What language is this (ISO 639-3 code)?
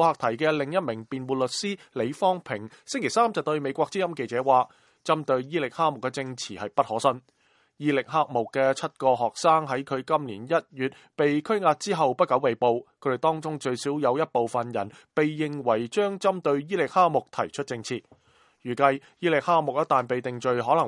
yue